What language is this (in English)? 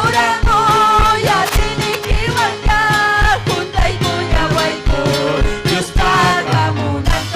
Ayacucho Quechua